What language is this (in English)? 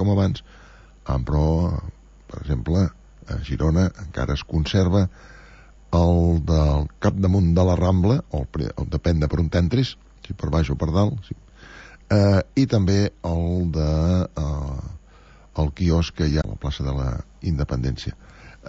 Catalan